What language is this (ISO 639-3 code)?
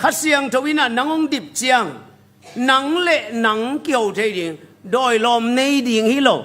ctd